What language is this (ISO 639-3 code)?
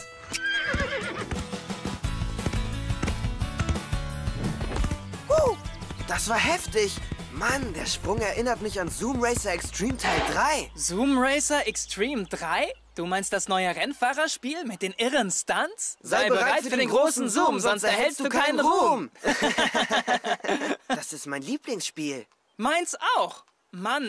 deu